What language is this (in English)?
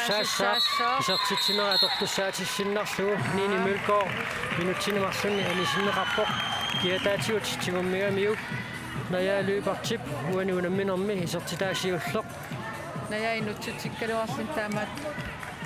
Kalaallisut